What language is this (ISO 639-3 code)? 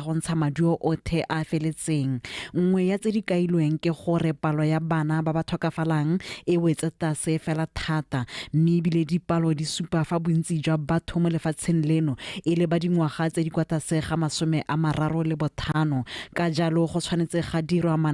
tsn